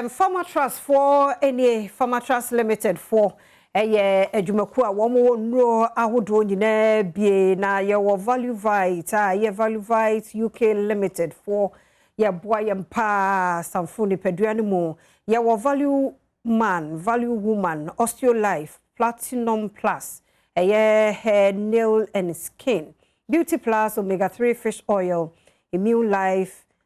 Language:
Akan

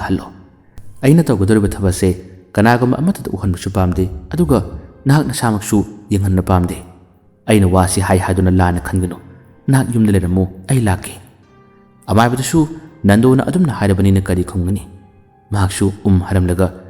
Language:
Manipuri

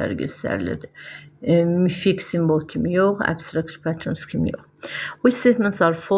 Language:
Azerbaijani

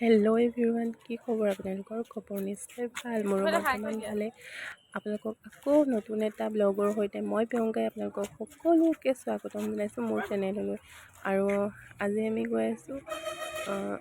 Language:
Assamese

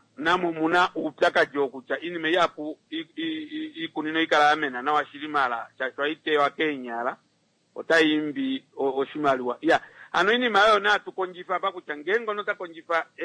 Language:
Kuanyama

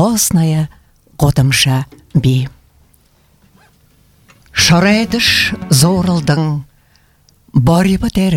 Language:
Buriat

